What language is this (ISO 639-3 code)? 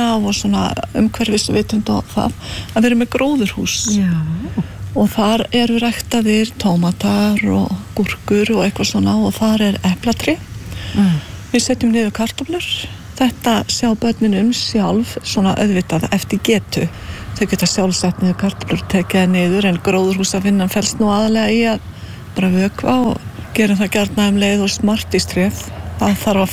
isl